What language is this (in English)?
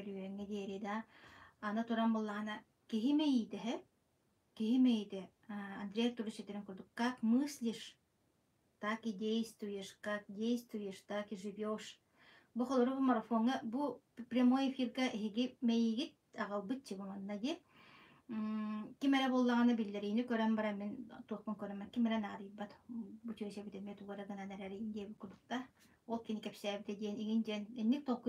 Yakut